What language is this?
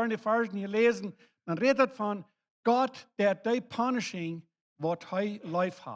Plautdietsch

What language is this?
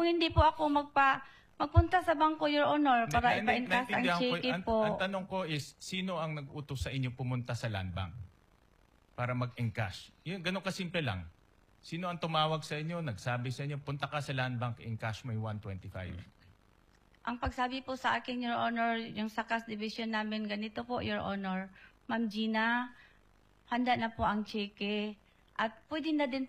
Filipino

